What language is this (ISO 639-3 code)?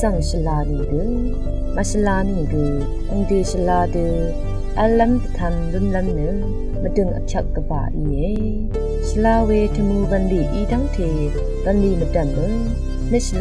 raw